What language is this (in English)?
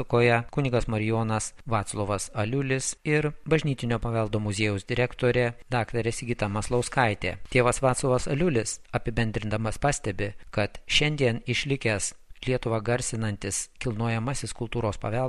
Lithuanian